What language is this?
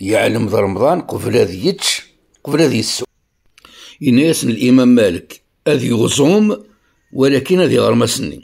Kabyle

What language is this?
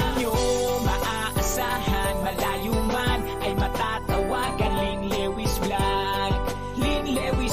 Filipino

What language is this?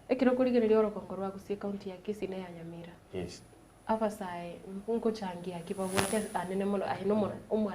Gusii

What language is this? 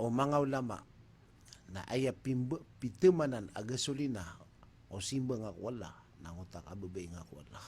Maranao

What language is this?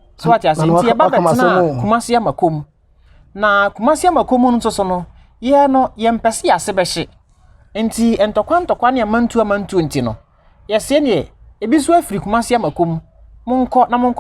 Akan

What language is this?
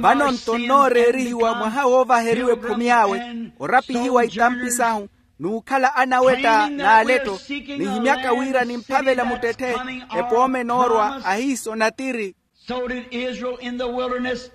Makhuwa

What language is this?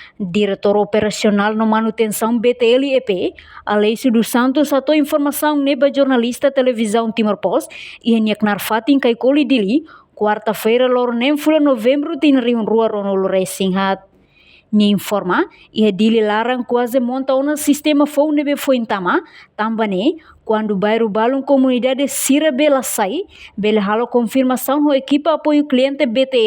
Tetum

